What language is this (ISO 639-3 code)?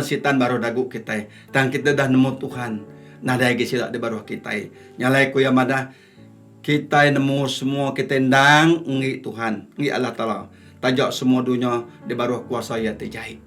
iba